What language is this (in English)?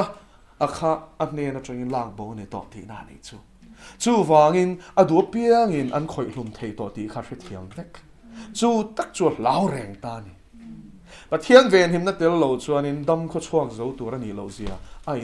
Mizo